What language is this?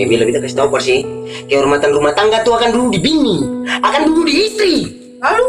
Ambonese Malay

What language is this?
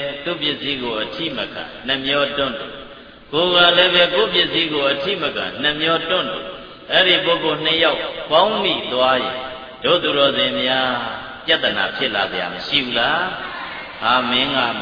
Burmese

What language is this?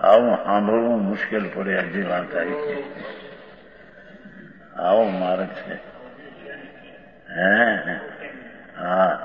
Gujarati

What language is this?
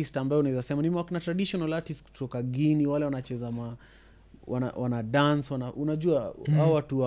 Swahili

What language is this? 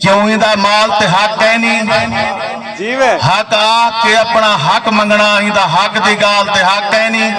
Saraiki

